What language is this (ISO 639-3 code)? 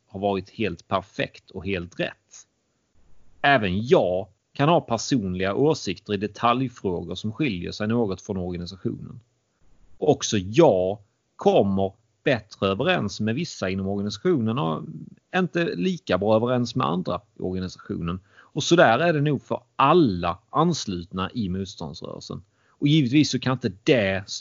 swe